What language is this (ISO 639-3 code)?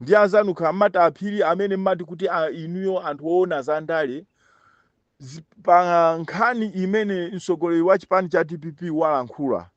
nya